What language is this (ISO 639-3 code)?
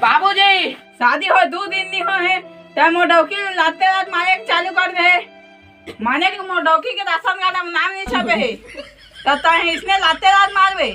hne